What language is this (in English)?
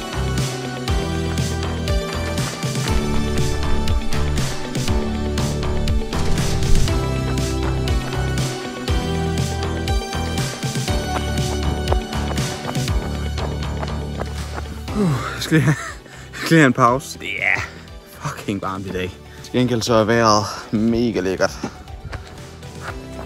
Danish